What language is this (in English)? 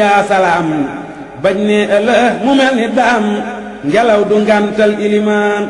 Wolof